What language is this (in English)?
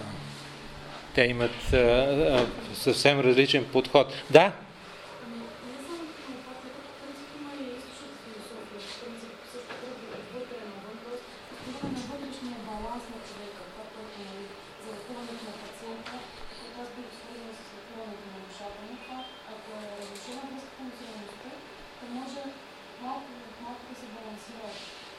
Bulgarian